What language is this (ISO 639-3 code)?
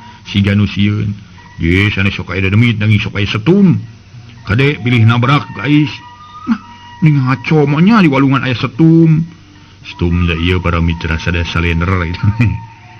sun